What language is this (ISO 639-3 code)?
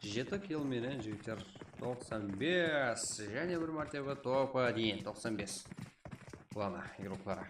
kaa